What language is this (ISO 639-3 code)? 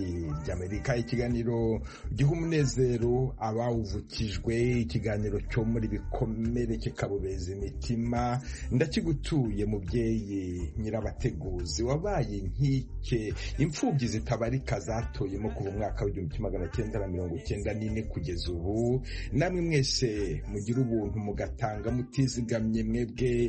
kin